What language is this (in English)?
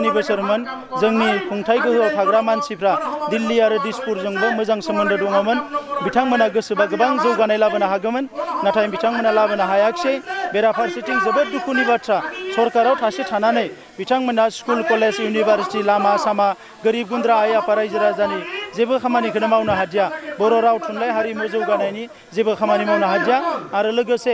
Bodo